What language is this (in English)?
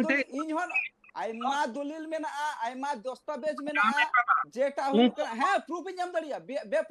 Santali